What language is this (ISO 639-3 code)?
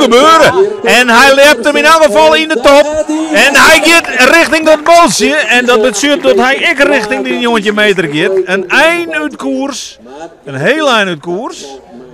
fry